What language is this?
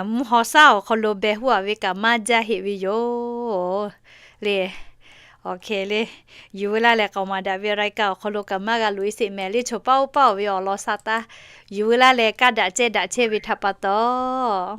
Lahu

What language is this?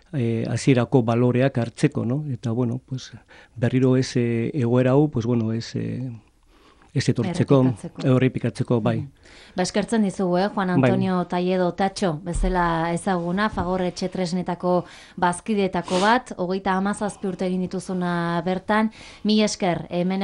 Basque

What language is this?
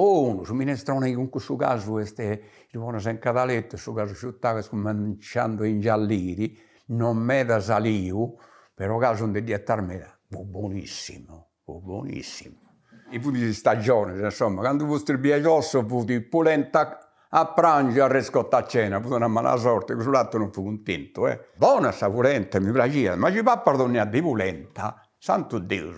Sardinian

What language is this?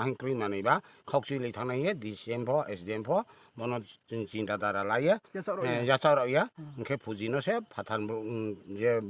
Riang (India)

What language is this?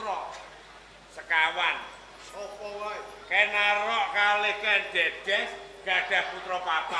Javanese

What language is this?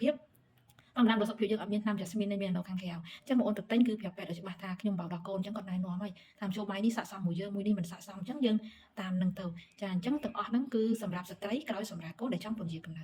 Khmer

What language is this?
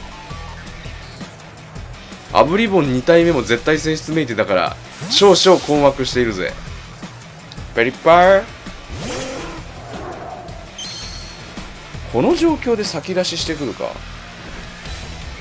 Japanese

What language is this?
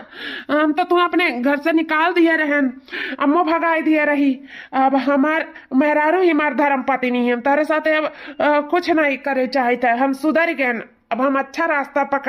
Awadhi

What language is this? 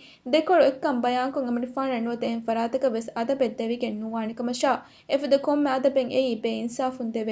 Divehi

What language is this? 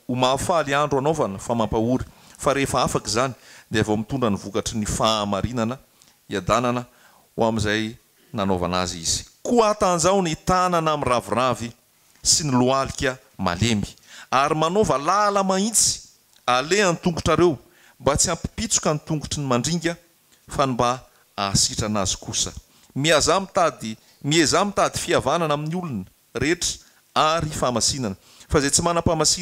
Malagasy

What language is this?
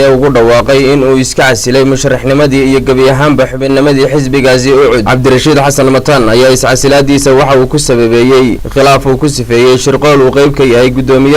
Somali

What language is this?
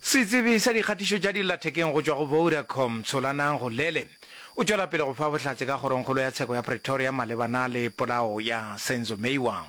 Northern Sotho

